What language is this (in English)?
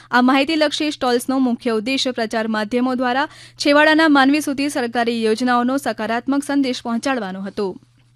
Gujarati